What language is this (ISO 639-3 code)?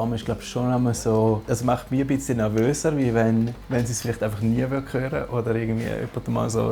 gsw